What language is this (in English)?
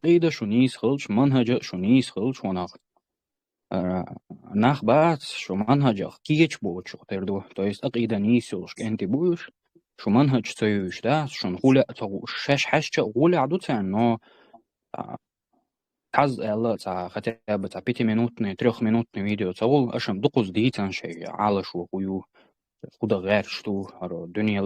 Chechen